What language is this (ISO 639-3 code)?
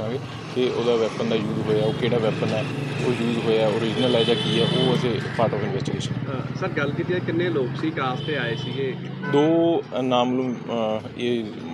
pan